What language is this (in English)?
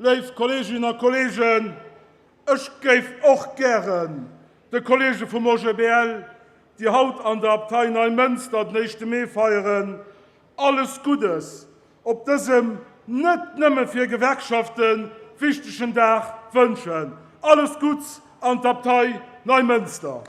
Luxembourgish